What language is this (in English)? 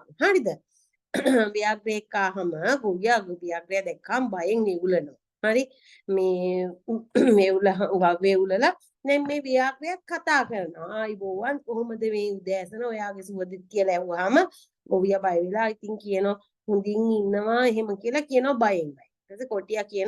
Sinhala